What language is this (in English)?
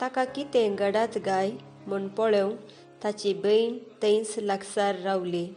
Konkani